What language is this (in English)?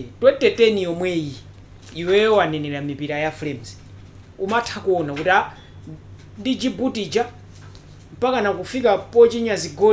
Nyanja